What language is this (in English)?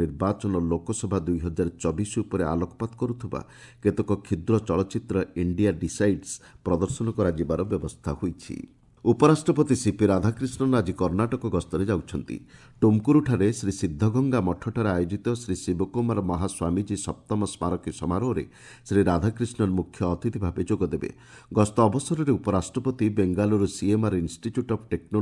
Odia